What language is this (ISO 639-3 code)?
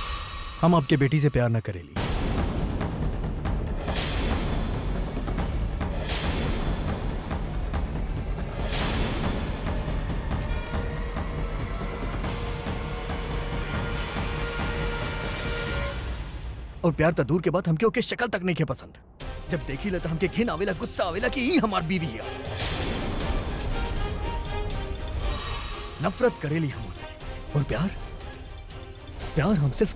bho